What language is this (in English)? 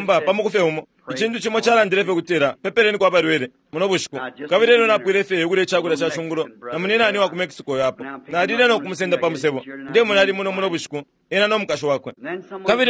Bemba